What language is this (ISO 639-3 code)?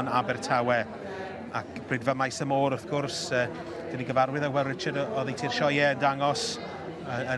cym